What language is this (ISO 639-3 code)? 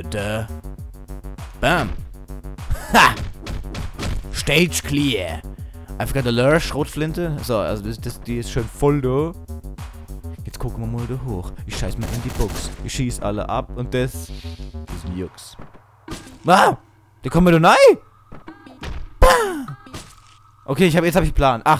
deu